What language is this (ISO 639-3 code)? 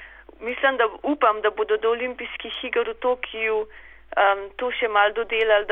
slv